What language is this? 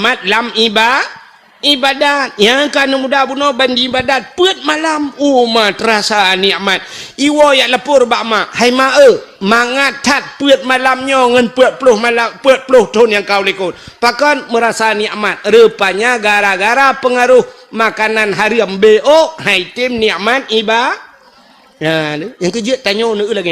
Achinese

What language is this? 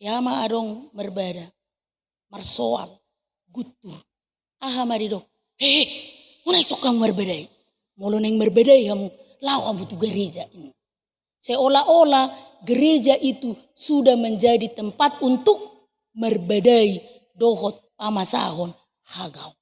Batak Toba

